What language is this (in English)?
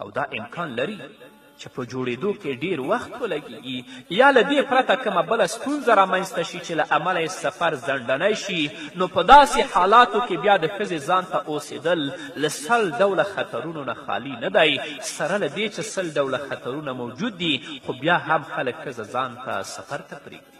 Pashto